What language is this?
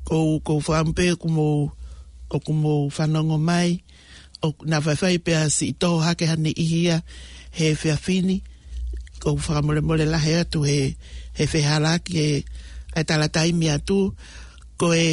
Tongan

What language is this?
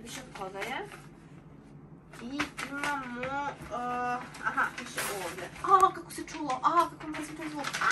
Serbian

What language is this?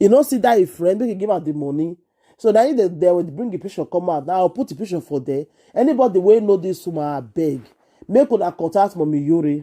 Nigerian Pidgin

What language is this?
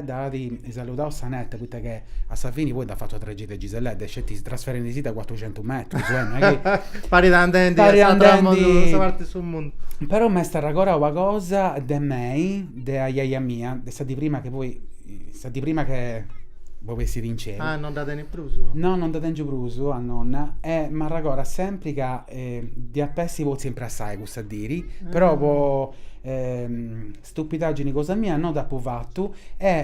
Sardinian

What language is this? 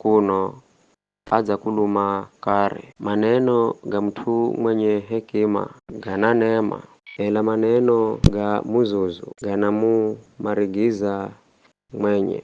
Giryama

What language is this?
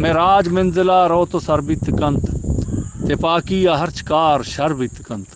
Eastern Balochi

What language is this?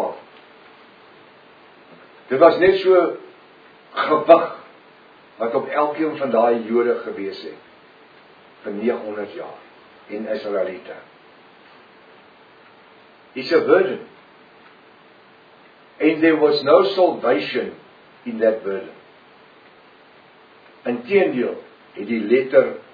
Afrikaans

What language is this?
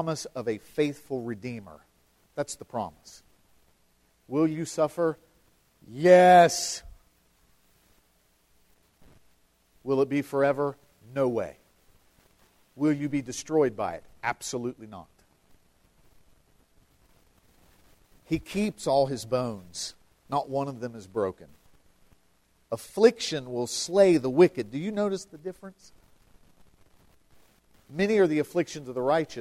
English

